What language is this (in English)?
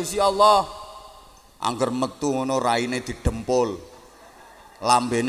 Javanese